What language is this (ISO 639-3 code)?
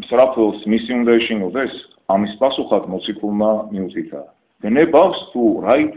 kat